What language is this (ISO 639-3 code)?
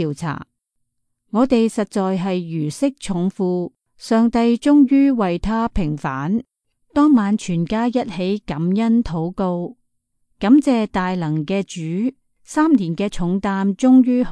yue